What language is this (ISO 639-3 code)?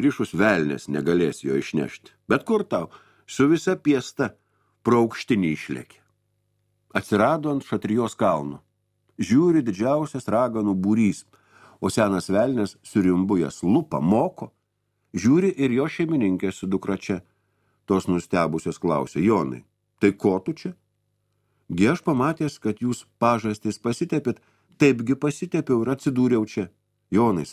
lit